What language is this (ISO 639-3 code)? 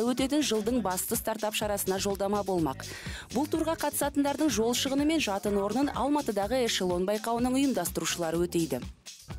kaz